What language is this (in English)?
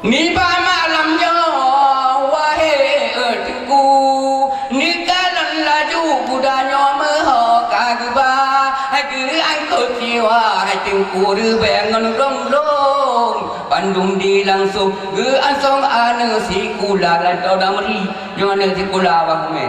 Achinese